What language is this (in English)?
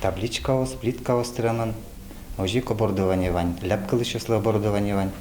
Udmurt